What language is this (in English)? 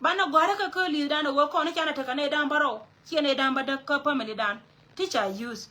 Nuer